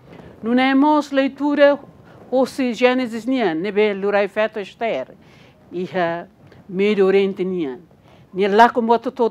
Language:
Tetum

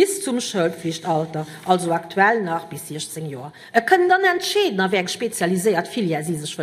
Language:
Luxembourgish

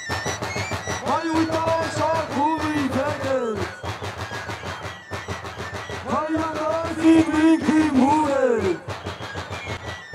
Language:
Romanian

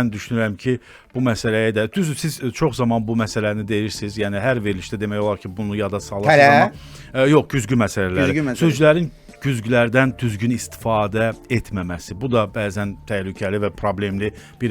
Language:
Azerbaijani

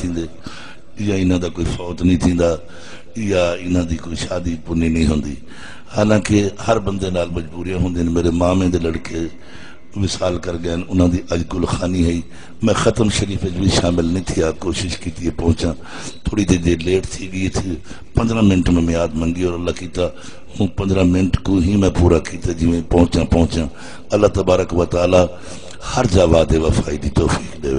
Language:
Saraiki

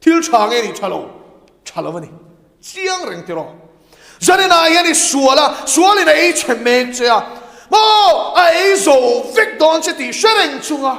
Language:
Mizo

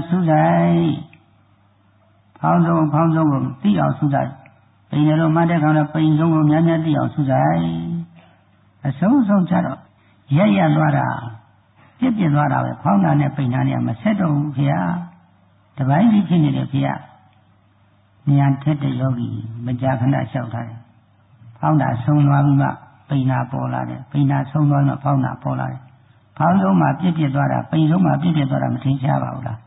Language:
Burmese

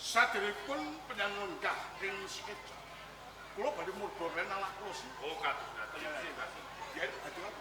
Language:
Javanese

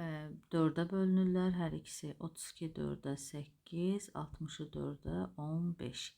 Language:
Azerbaijani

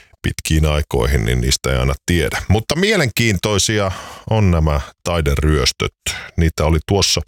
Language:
Finnish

